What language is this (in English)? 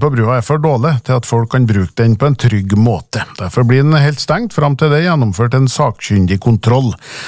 Norwegian